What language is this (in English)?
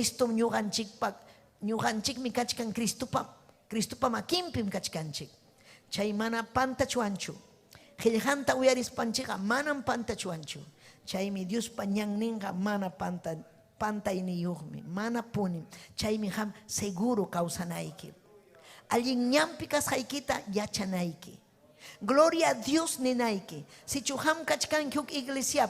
Ayacucho Quechua